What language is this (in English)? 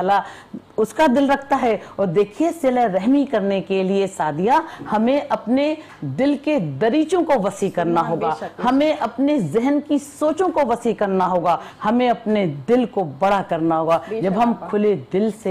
Urdu